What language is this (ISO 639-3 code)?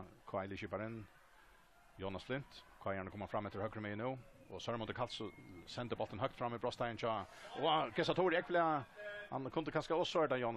fao